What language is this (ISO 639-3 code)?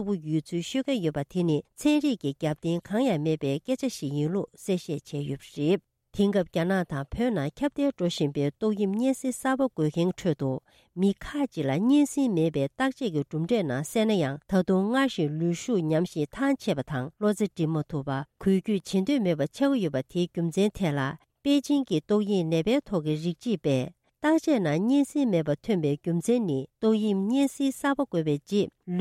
bod